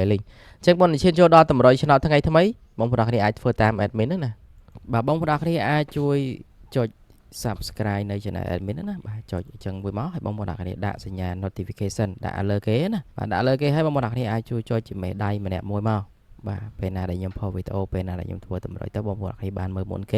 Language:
Khmer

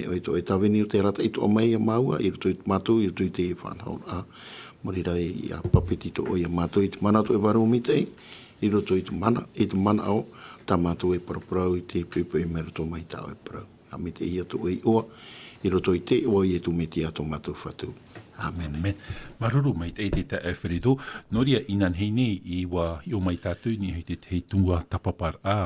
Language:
Tahitian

